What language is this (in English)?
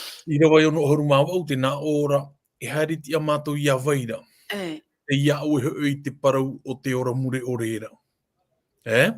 Tahitian